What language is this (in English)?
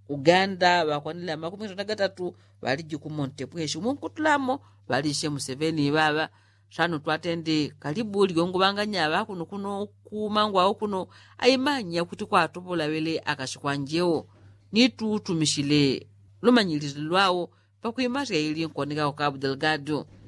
Yao